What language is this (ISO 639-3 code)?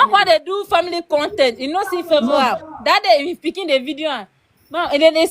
pcm